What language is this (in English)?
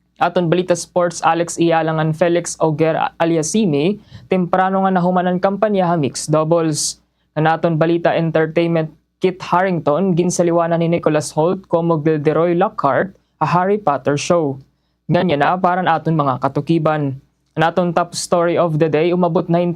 Waray